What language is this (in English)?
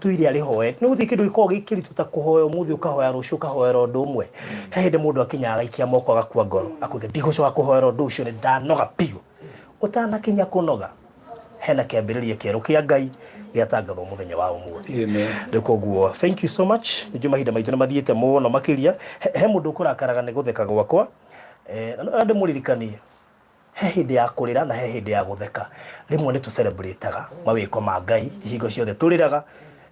Kikuyu